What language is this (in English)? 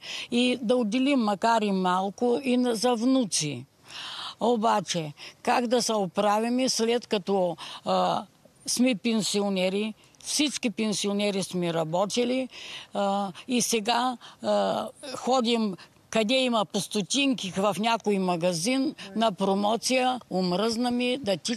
Bulgarian